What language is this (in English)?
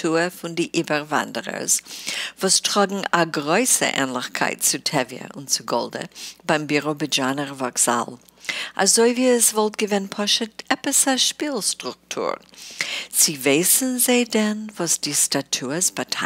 Yiddish